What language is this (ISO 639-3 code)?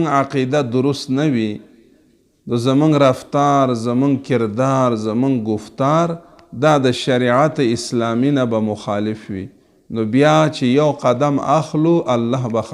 pus